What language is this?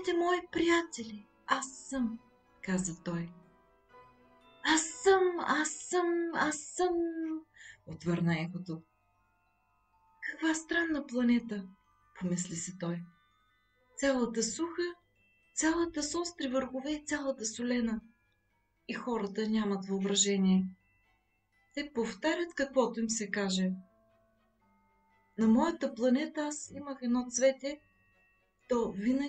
Bulgarian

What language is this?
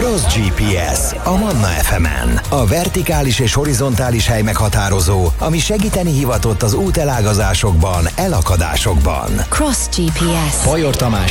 Hungarian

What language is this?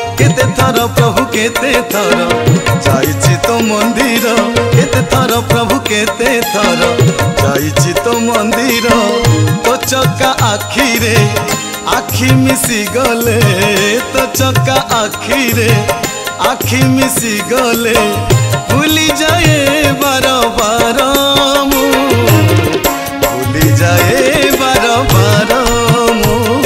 Odia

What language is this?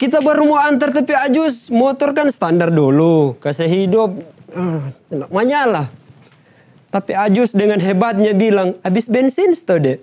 Manado Malay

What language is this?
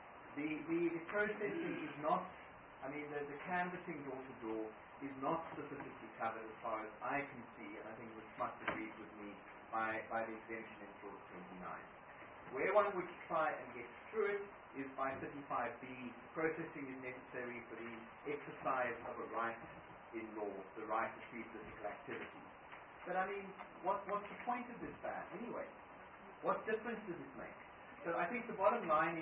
English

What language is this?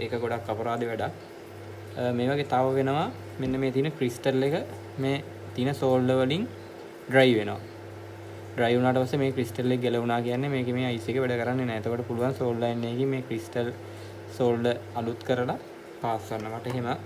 Sinhala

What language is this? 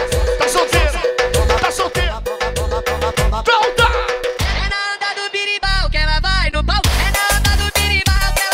Portuguese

